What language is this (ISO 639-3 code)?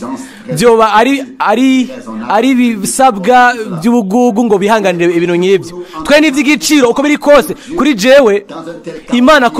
run